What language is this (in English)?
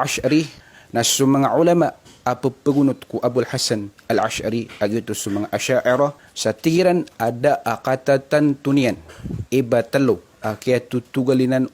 Maranao